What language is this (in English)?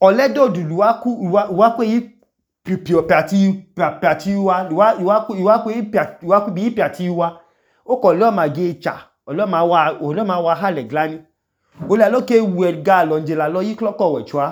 Idoma